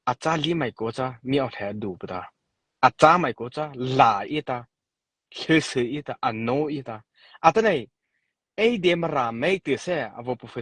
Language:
Mara Chin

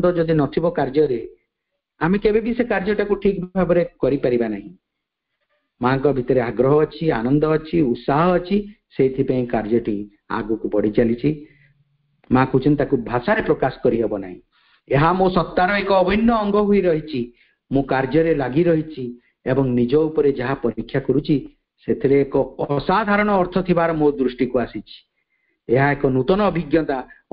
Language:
Odia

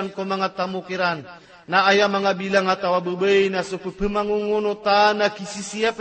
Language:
Maranao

